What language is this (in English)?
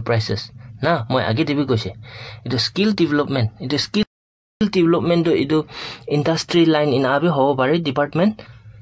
Naga Pidgin